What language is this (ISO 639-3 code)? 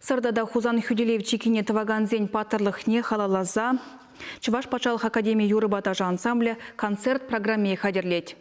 chv